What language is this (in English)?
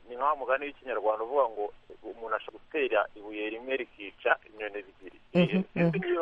Kinyarwanda